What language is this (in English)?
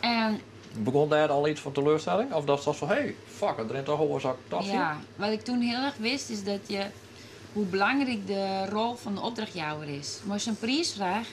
Western Frisian